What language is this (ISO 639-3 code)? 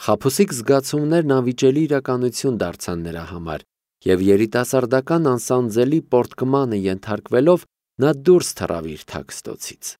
hye